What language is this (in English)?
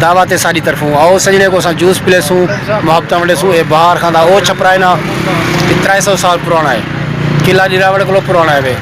Saraiki